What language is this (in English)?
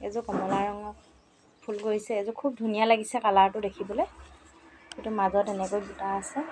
Assamese